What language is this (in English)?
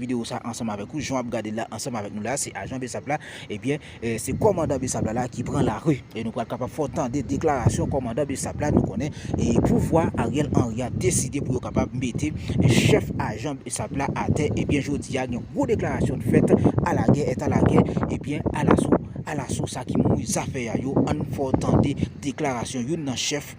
Haitian Creole